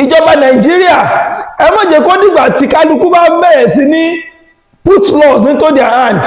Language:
Yoruba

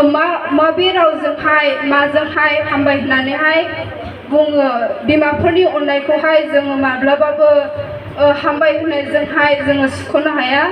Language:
Bodo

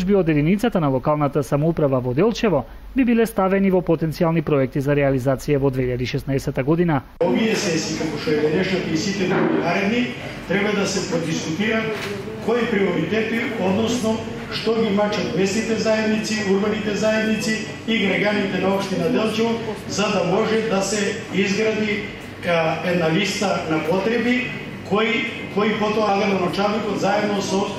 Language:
Macedonian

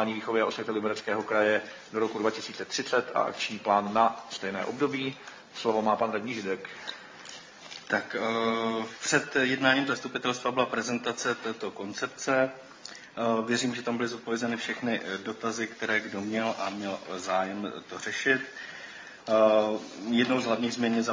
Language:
Czech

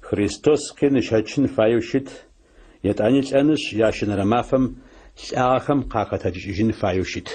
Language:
Adyghe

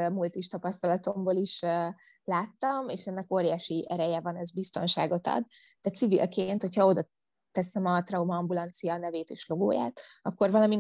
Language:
Hungarian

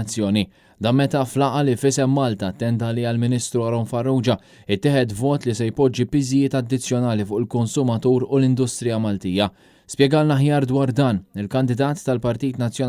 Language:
Maltese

